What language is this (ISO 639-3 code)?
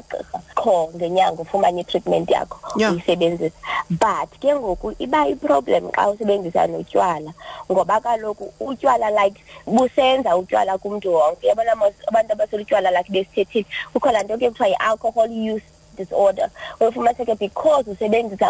xho